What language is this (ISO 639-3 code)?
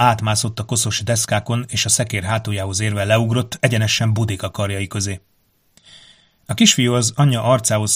hun